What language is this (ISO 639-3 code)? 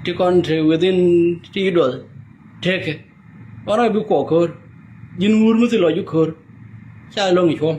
nus